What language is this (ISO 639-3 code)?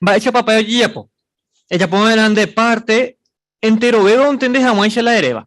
grn